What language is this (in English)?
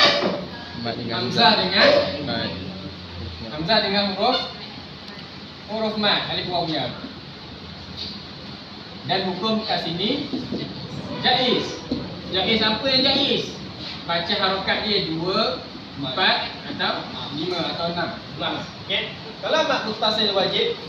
Malay